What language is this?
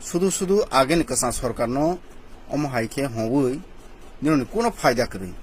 Kok Borok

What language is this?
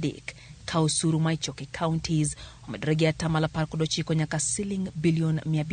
Luo (Kenya and Tanzania)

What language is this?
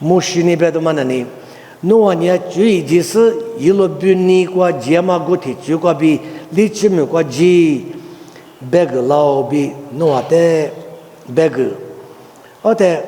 Lisu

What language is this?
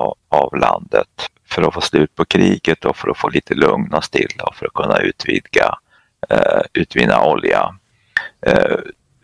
Swedish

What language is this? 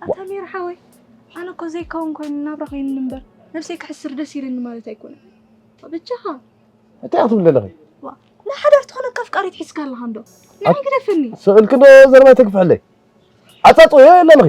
Tigrinya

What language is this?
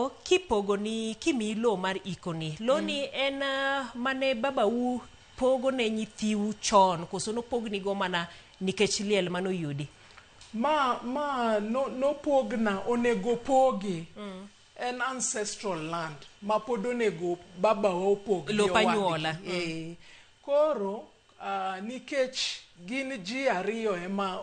Luo (Kenya and Tanzania)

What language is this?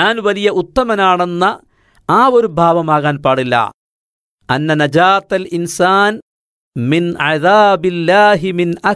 Malayalam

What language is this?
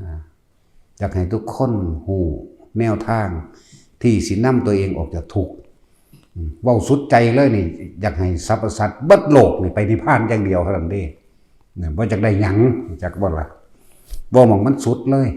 Northeastern Thai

